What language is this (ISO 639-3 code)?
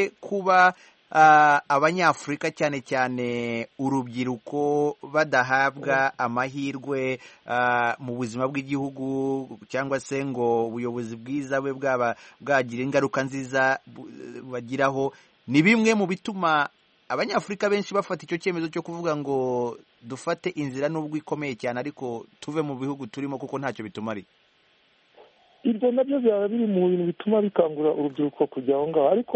kin